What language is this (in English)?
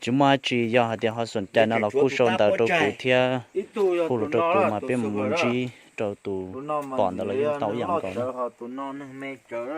Hmong